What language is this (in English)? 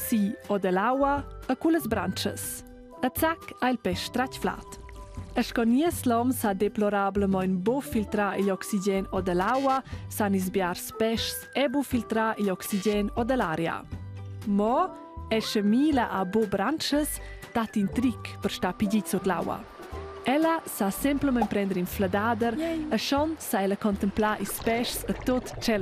Romansh